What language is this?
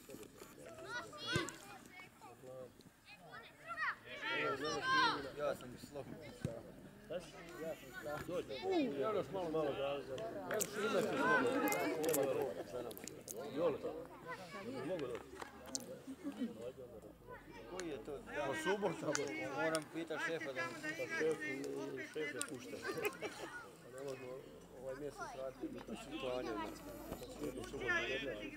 Croatian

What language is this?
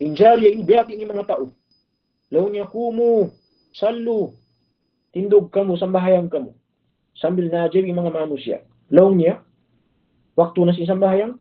Tausug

